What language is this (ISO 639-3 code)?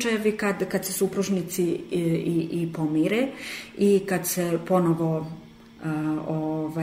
srp